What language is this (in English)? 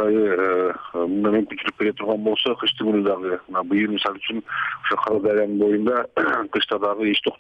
Kyrgyz